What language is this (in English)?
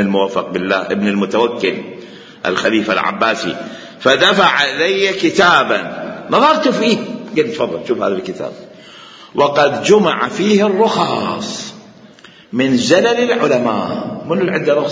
Mesopotamian Arabic